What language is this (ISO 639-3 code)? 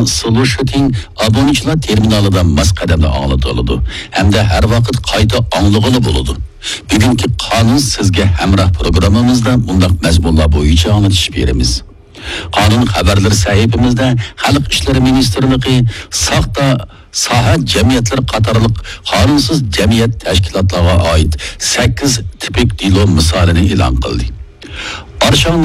uig